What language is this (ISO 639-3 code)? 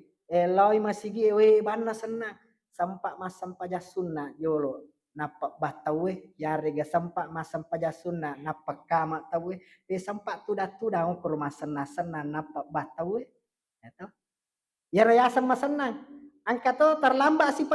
bug